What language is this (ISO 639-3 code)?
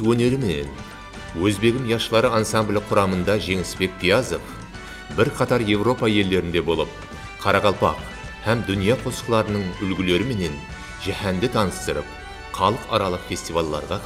kaa